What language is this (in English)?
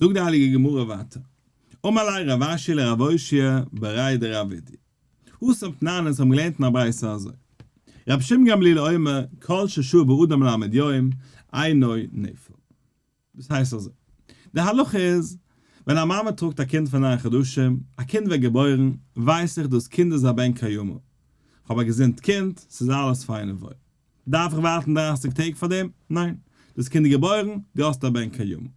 Yiddish